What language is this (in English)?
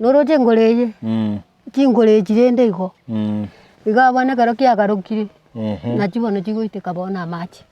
Gusii